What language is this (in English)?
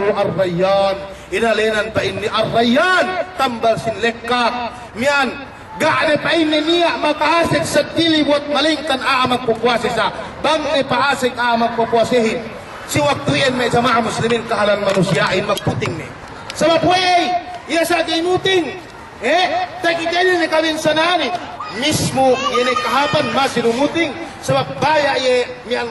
Yakan